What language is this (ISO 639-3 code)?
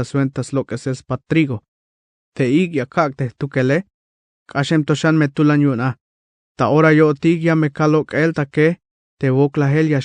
tzh